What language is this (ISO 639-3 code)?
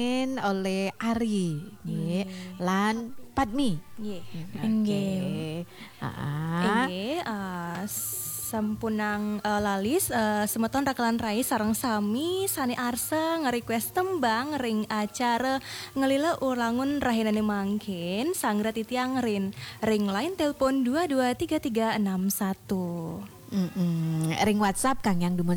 ban